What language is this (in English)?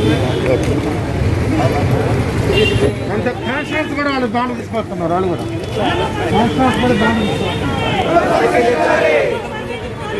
Telugu